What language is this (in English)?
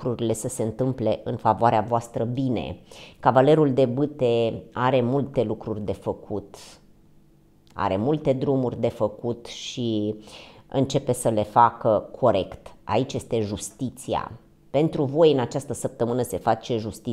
Romanian